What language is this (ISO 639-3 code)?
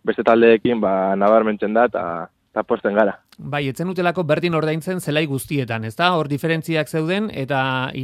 eus